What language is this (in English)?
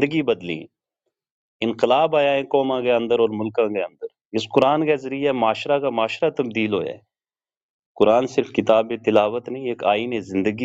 Gujari